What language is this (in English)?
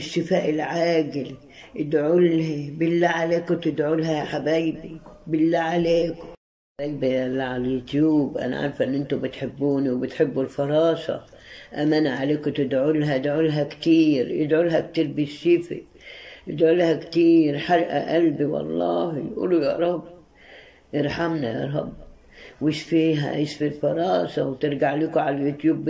Egyptian Arabic